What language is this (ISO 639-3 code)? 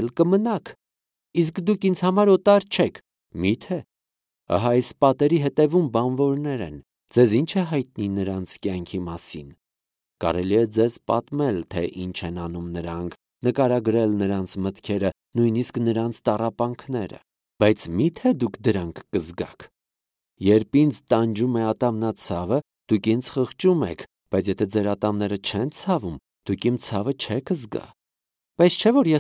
hye